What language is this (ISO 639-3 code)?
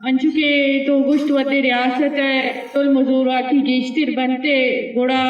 bgp